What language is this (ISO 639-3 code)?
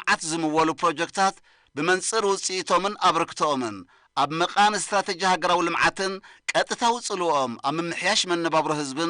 tir